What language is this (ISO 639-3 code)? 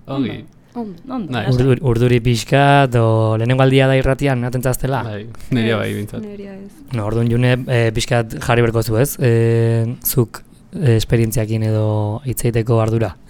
eus